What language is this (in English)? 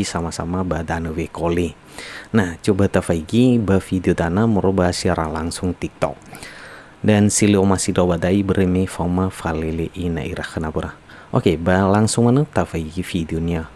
Nias